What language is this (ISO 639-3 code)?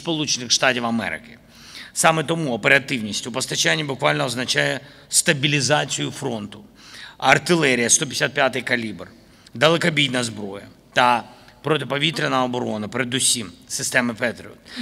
ukr